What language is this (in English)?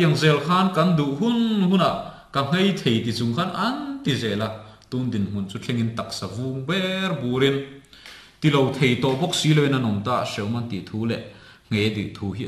Mizo